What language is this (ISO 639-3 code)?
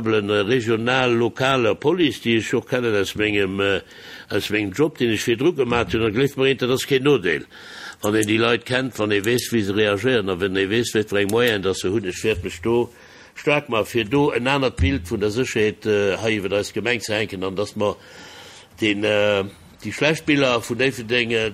ltz